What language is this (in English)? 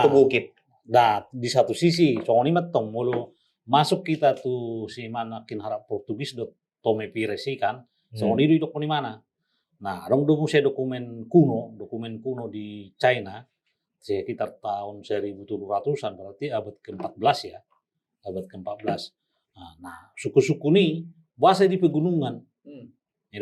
Batak Toba